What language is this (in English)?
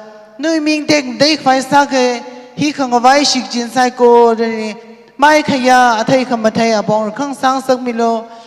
Tangkhul Naga (India)